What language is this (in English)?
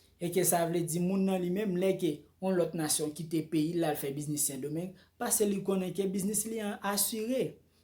Haitian Creole